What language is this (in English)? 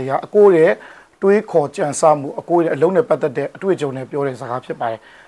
Burmese